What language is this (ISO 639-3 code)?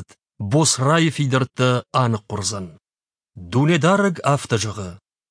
oss